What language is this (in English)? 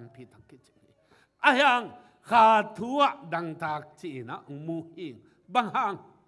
Tedim Chin